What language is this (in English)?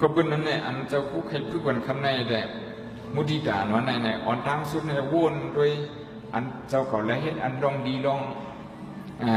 Shan